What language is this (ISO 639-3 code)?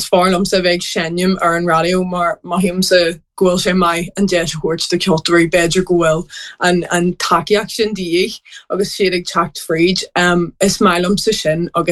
gle